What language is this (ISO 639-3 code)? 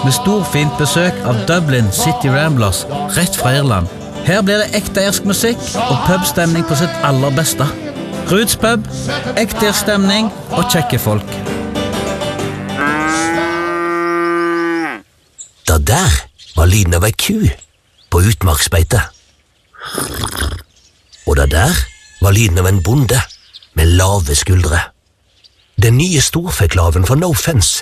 nor